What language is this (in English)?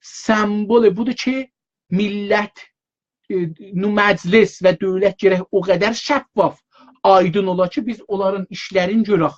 South Azerbaijani